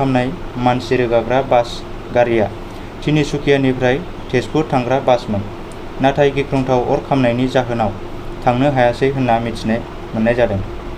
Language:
Bodo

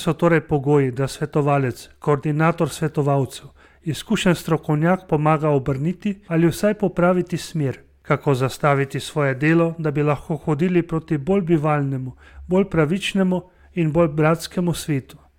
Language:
Slovenian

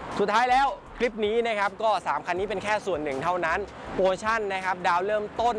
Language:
Thai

